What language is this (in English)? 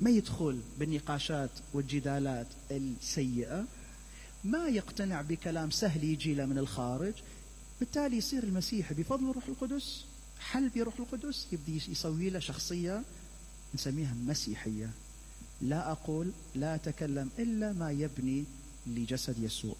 Mesopotamian Arabic